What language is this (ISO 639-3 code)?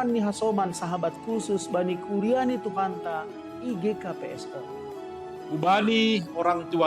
bts